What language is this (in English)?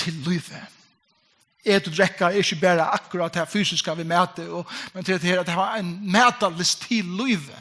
Faroese